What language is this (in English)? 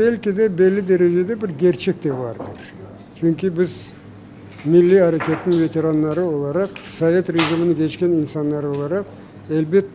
Crimean Tatar